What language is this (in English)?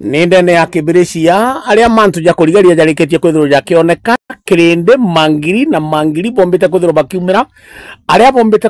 Meru